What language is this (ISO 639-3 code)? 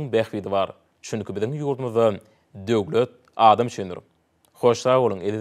tuk